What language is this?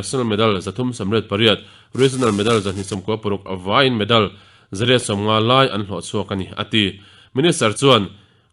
Mizo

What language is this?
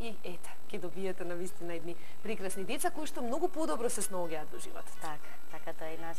Macedonian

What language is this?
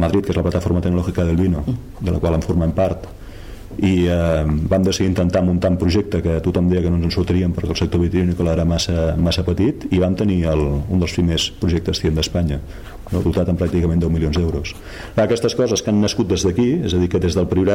Catalan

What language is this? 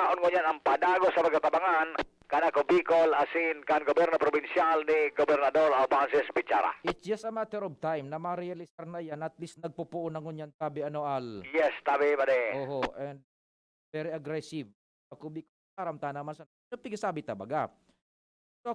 Bikol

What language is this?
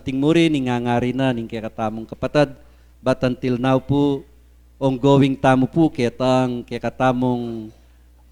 Pampanga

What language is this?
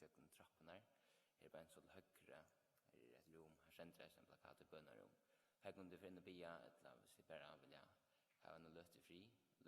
Faroese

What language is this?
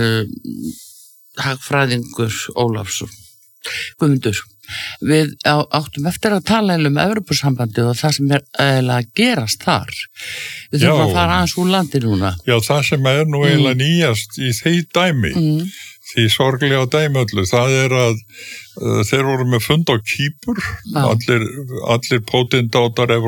Icelandic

